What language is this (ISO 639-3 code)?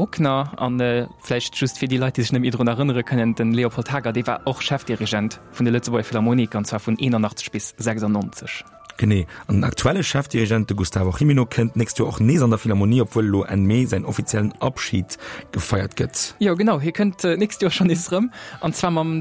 ltz